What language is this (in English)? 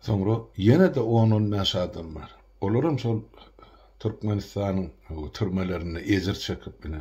Turkmen